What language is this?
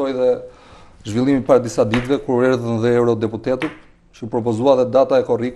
Albanian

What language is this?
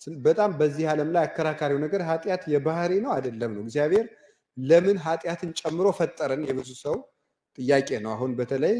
Amharic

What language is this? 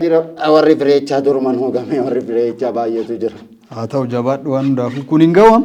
Oromo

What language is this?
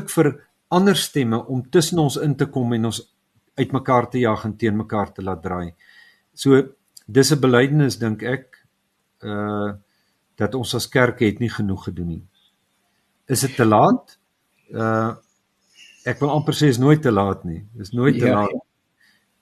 Afrikaans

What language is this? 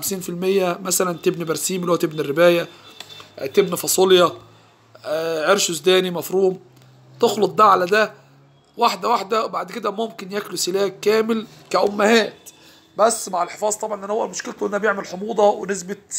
Egyptian Arabic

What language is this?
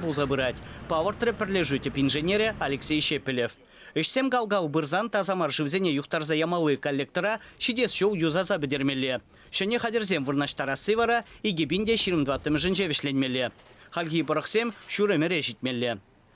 Chuvash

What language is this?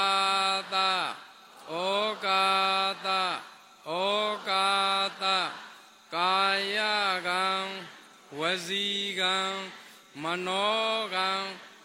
Burmese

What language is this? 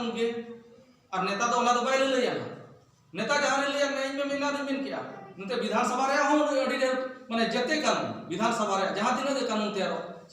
Santali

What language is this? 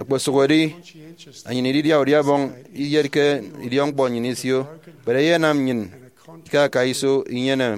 Efik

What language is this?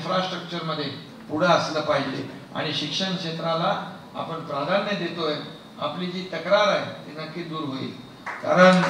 Marathi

